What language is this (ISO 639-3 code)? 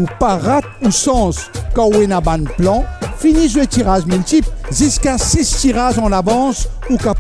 mfe